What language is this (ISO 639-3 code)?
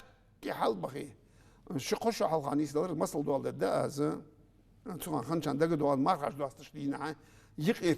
inh